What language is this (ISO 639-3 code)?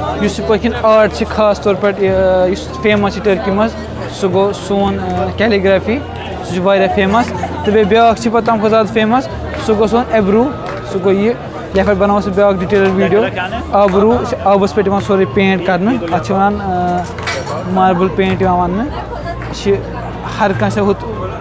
kas